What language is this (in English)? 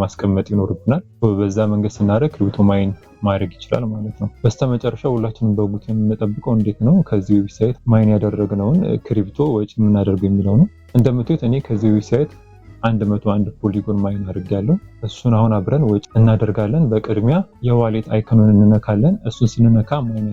Amharic